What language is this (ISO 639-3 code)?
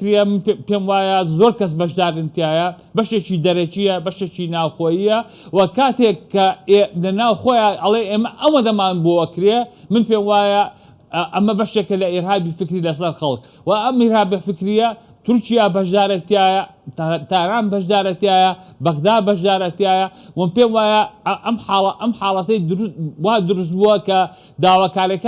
ckb